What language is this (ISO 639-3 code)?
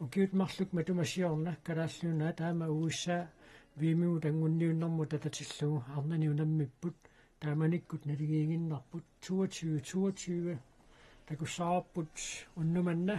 kal